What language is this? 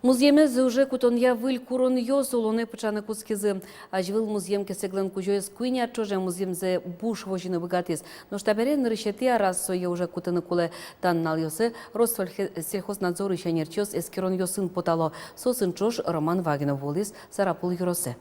Udmurt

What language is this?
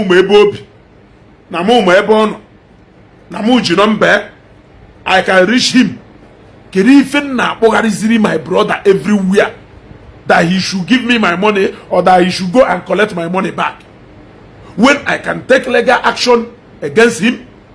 Igbo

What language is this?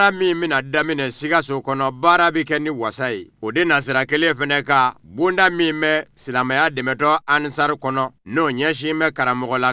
Bambara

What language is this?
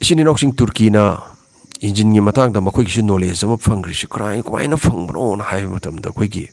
Manipuri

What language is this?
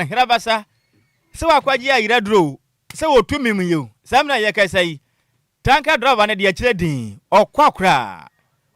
Akan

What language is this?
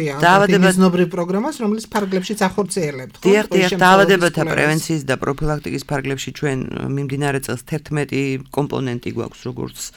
Georgian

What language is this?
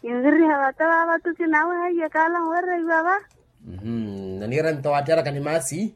Makhuwa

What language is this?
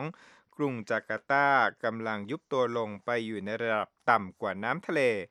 Thai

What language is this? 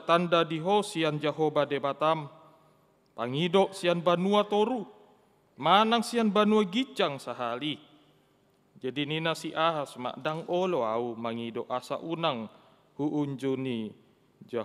Batak Toba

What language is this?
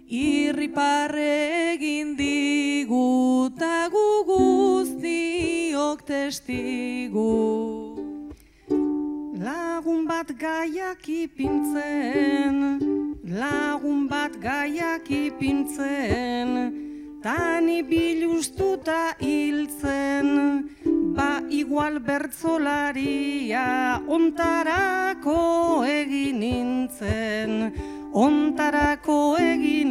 Basque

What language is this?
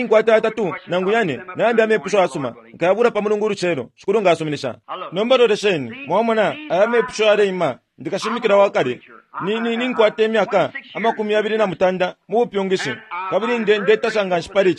Bemba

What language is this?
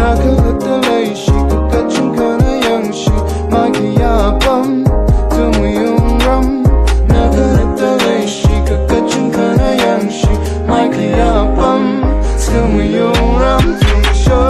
Tangkhul Naga (India)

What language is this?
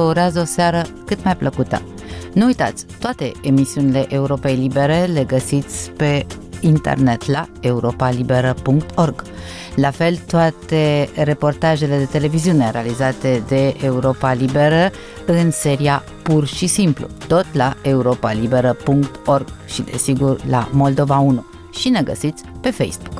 Romanian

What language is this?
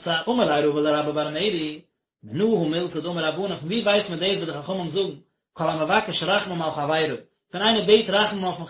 Yiddish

